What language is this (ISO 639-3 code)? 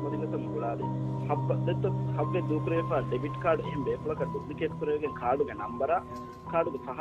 div